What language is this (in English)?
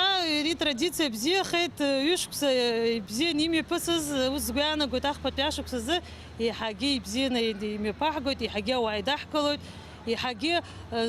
Abkhazian